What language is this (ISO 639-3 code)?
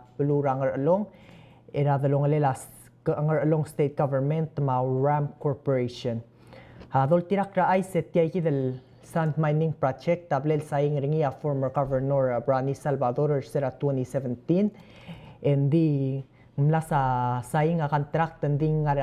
pau